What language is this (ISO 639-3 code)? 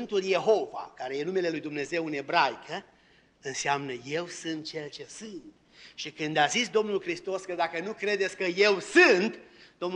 ron